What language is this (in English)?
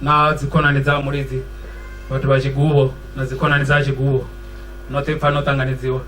Venda